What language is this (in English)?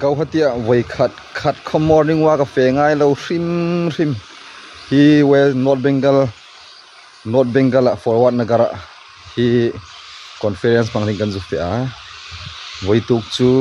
Hmar